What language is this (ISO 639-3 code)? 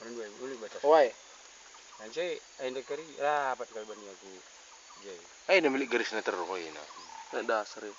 btx